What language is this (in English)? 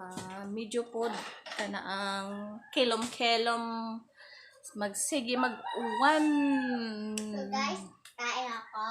Cebuano